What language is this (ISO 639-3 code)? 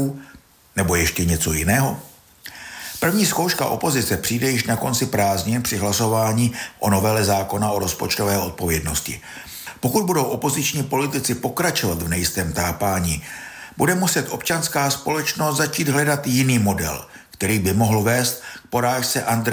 ces